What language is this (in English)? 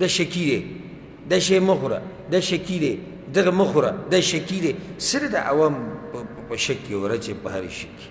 Pashto